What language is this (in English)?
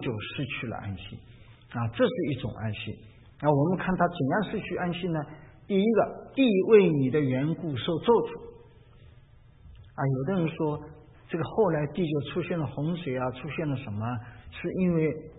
Chinese